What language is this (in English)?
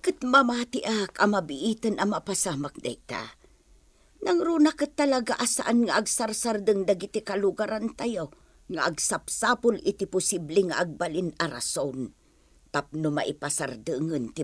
Iloko